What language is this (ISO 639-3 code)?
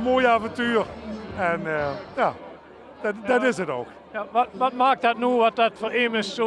lim